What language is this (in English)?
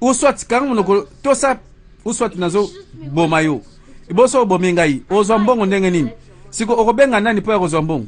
Lingala